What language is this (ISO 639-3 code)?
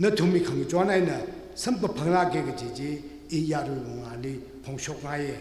nmf